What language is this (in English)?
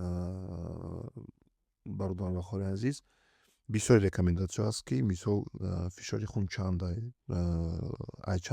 Tajik